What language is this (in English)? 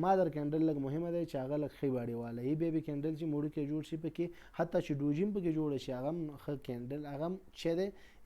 Pashto